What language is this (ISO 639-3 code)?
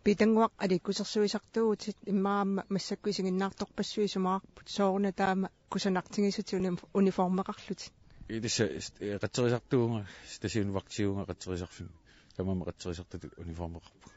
kal